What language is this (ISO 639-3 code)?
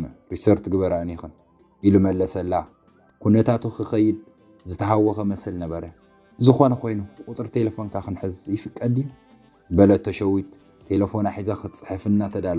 tir